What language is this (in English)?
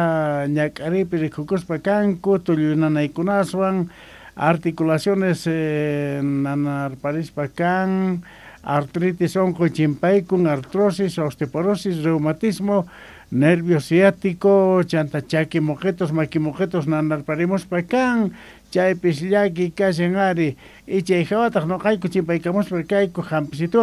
South Bolivian Quechua